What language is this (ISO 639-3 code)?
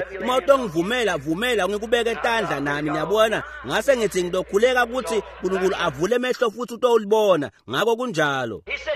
ssw